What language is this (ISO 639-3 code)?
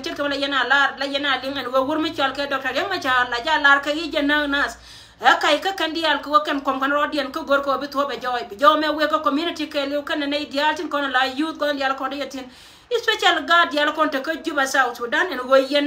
nus